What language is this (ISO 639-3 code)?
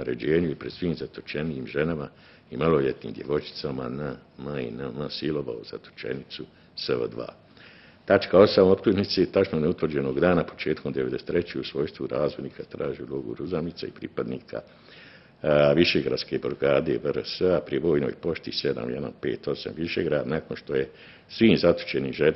bos